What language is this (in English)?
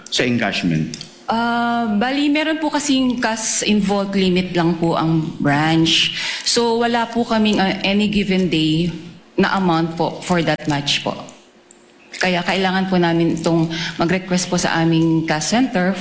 Filipino